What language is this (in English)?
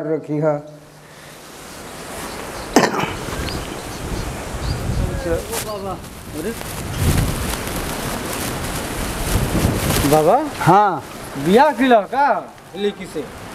Bhojpuri